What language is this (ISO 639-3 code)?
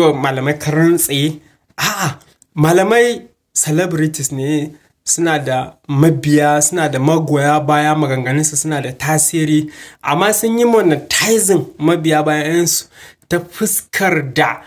hau